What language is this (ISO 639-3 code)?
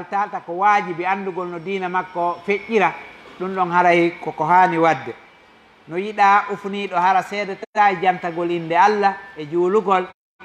ful